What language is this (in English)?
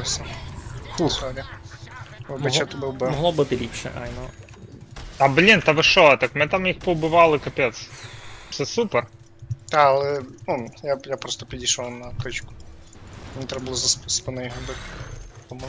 Rusyn